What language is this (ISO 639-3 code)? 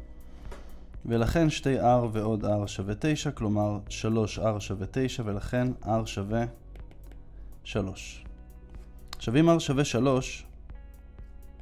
heb